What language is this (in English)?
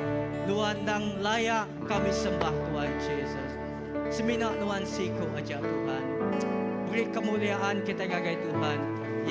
Iban